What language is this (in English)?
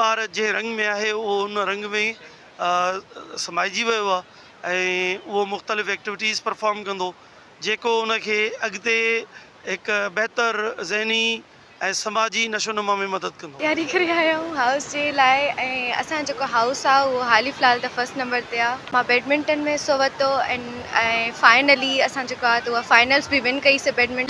Sindhi